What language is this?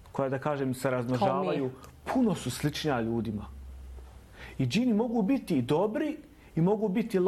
Bosnian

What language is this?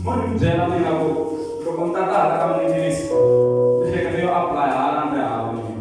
Tsonga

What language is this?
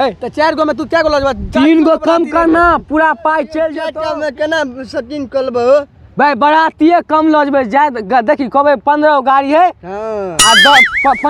Maithili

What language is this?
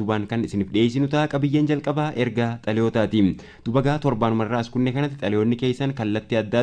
Oromo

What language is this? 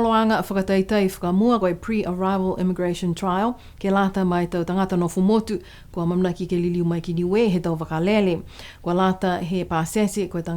Niuean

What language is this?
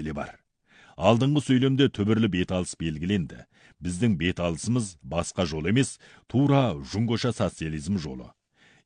Kazakh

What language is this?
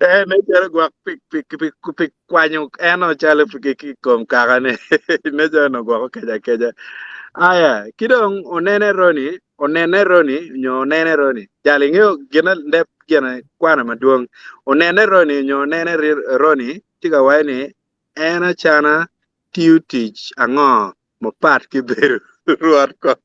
Acoli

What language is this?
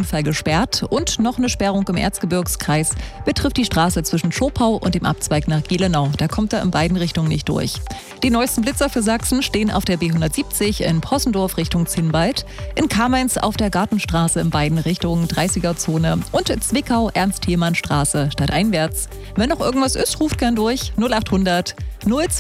German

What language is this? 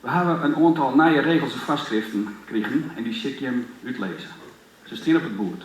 Western Frisian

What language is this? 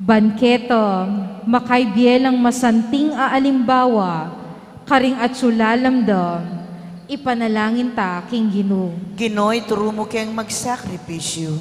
Pampanga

